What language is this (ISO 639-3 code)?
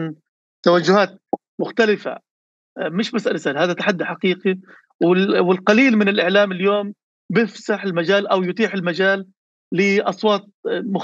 apc